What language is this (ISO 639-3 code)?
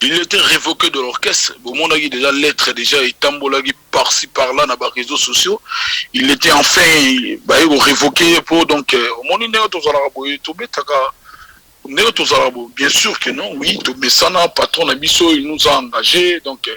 lin